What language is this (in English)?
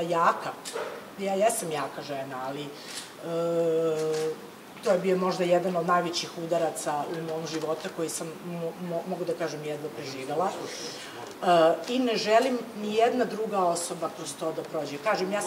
Serbian